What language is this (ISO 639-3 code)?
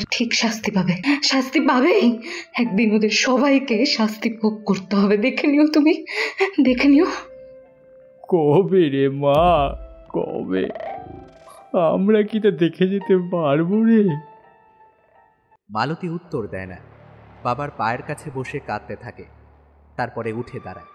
ben